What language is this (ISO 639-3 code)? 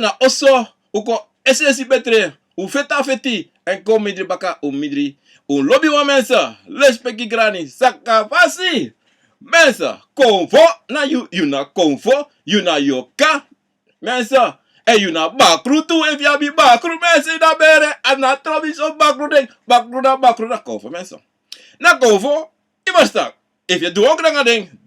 srn